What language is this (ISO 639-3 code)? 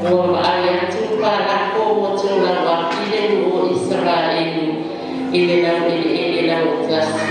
smo